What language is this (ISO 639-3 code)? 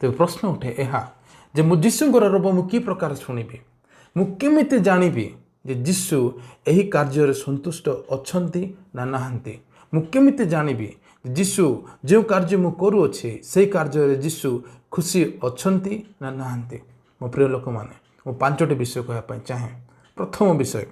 ori